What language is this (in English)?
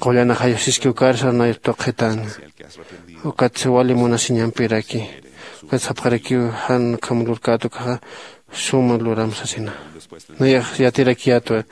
Aymara